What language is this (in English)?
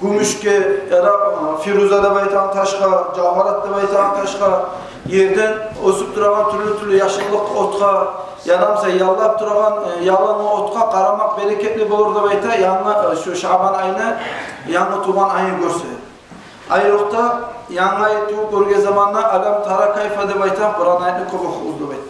Kumyk